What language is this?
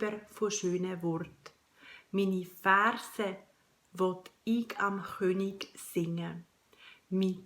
Swiss German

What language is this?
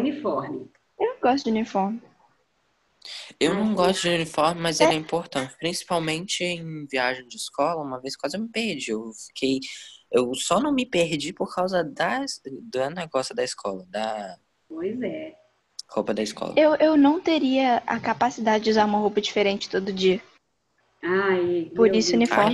Portuguese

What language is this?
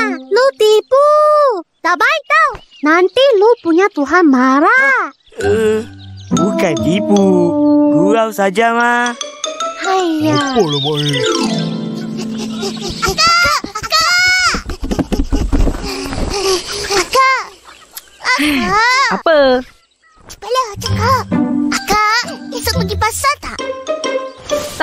Malay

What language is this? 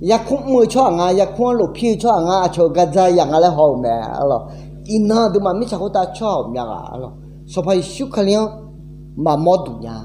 Akha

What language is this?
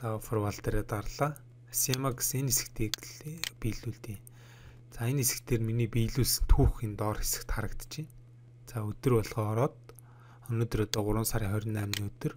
Mongolian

